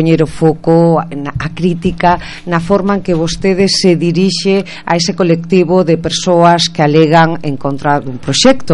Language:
Galician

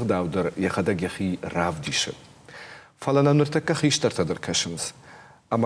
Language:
Ossetic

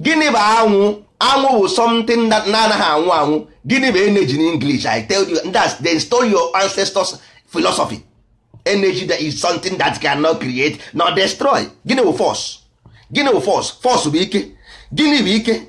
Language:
Igbo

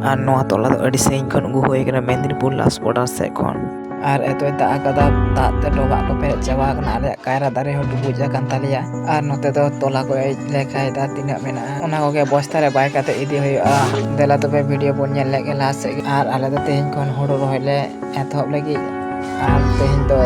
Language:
Santali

